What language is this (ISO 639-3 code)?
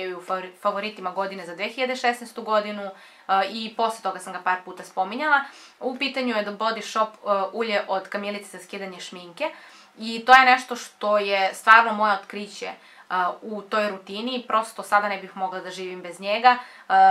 srp